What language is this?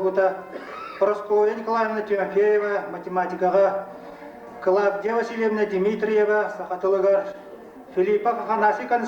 Yakut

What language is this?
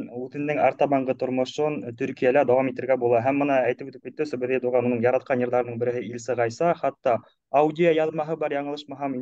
Bashkir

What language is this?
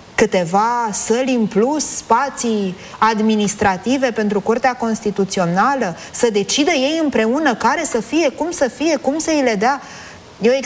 Romanian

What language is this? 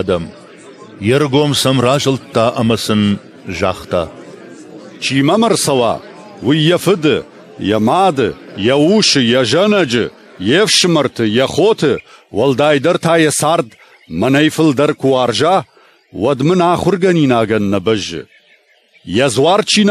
Ossetic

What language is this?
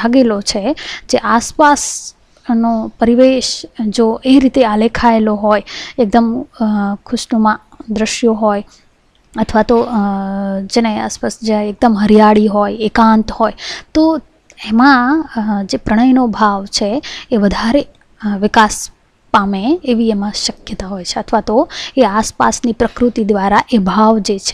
Gujarati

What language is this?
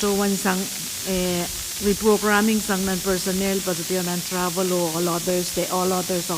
Pohnpeian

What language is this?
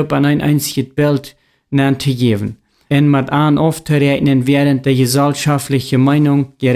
Plautdietsch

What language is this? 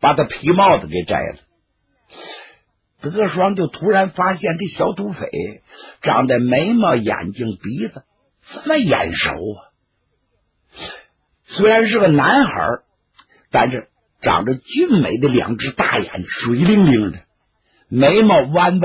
Chinese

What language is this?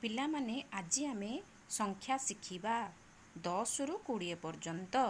Odia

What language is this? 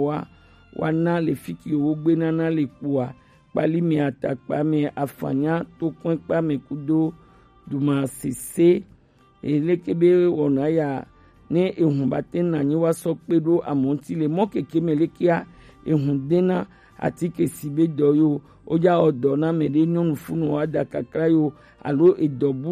Gen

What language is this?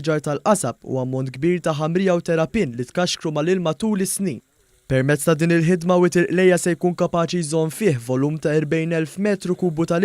Maltese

